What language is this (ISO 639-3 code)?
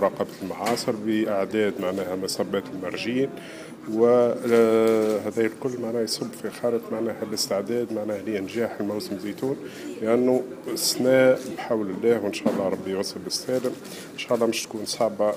aeb